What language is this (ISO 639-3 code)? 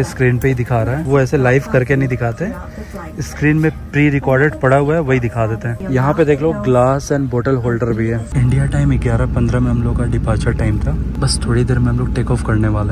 hin